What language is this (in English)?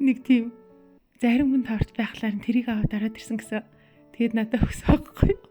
Mongolian